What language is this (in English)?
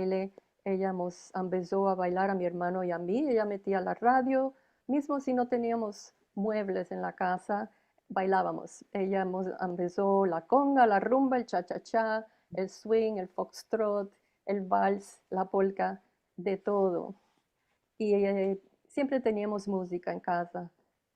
Ladino